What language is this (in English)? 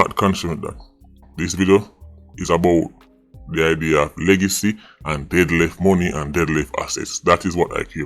Jamaican Creole English